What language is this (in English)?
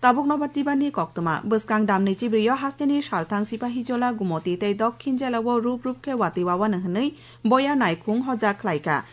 Kok Borok